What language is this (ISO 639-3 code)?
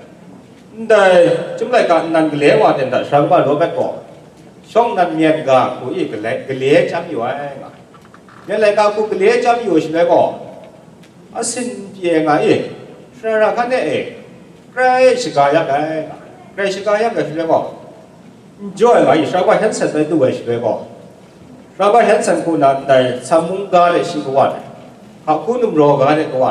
kac